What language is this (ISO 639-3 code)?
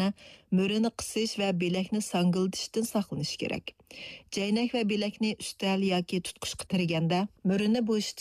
uig